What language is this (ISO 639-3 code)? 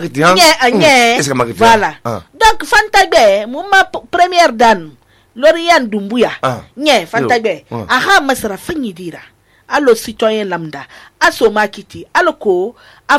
sus